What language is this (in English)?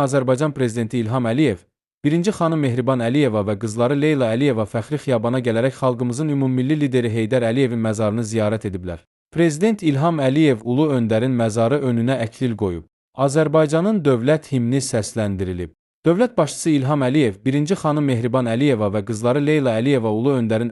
Azerbaijani